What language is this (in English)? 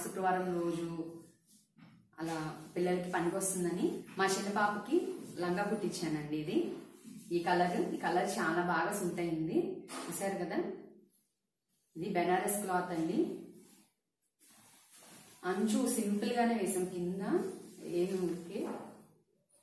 Telugu